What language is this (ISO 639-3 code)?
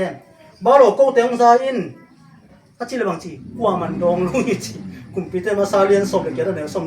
ctd